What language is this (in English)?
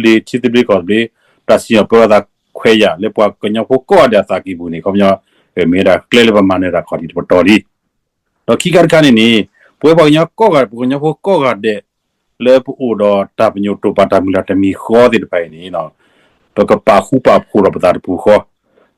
S'gaw Karen